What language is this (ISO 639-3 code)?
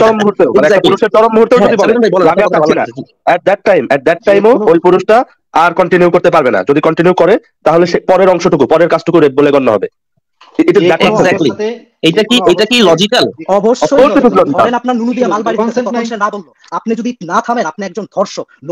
ben